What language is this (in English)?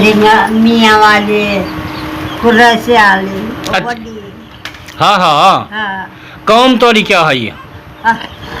Saraiki